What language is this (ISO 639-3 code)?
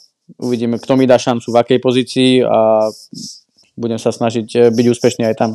slk